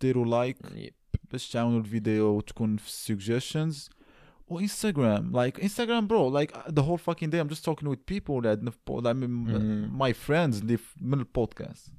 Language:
Moroccan Arabic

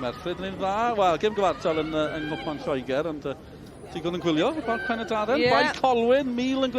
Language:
Welsh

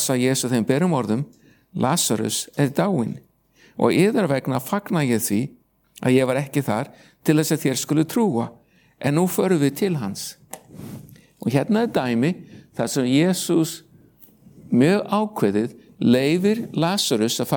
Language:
Icelandic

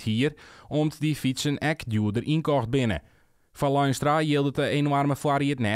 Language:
Western Frisian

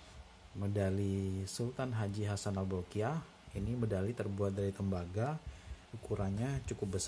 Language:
Indonesian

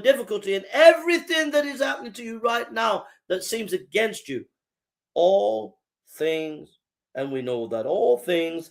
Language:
English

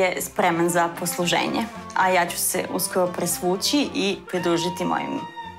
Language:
Serbian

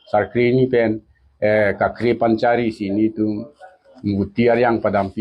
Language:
Karbi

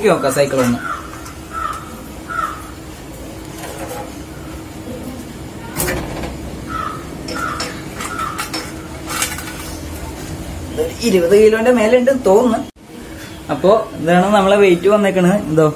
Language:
Malayalam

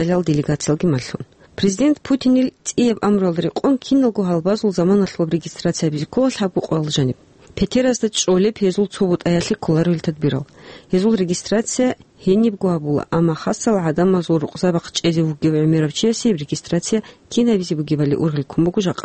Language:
Avaric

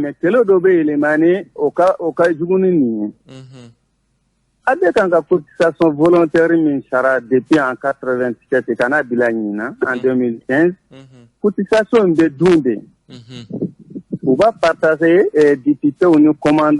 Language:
Bambara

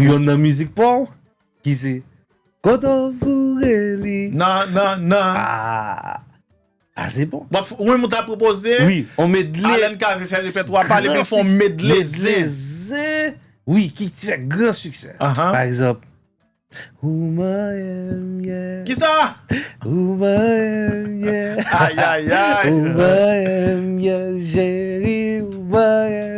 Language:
Haitian Creole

